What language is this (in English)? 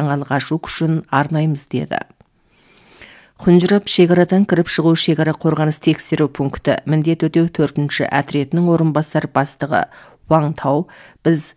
Kazakh